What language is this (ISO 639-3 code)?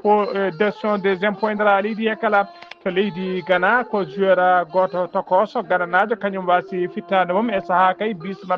ful